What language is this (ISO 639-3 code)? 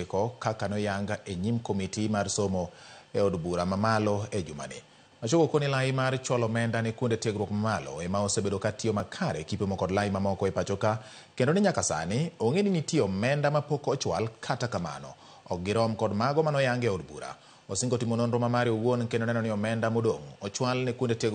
luo